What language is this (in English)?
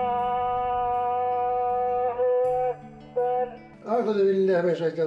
Bashkir